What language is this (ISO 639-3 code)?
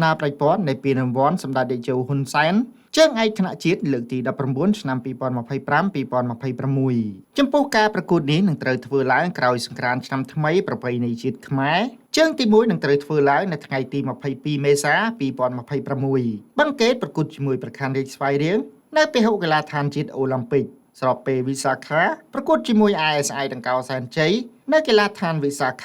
khm